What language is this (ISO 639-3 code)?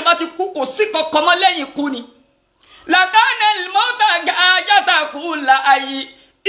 yor